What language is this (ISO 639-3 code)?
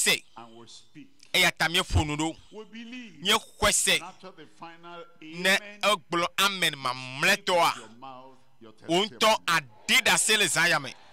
ewe